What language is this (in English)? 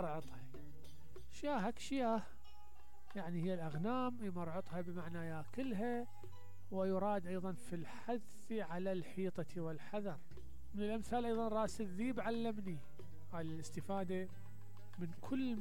Mesopotamian Arabic